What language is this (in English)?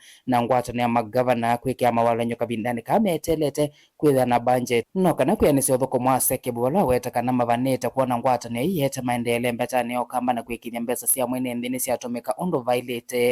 Kamba